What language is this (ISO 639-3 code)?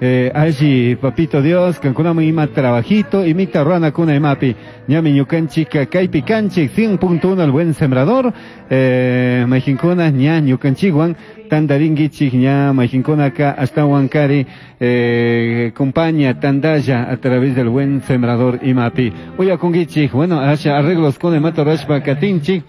qug